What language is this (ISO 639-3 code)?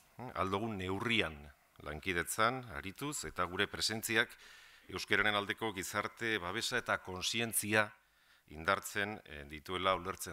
eus